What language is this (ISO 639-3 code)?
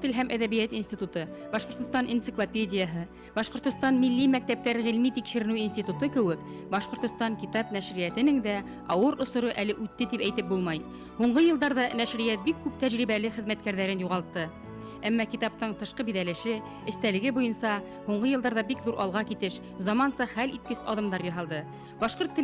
bak